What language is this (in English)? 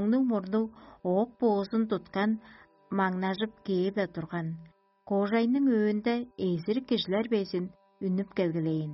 Tuvinian